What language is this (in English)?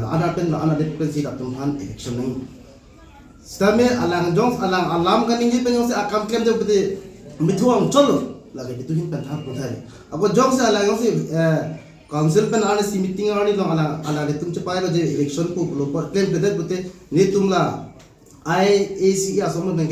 Karbi